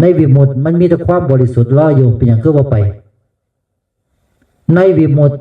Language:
Northeastern Thai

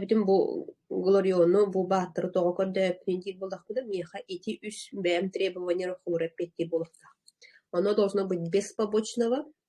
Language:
Yakut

